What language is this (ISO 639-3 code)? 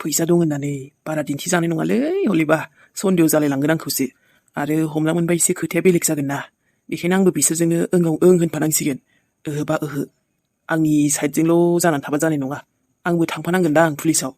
brx